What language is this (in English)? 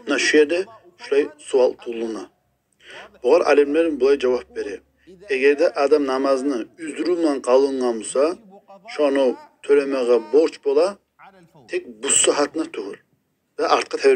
Kumyk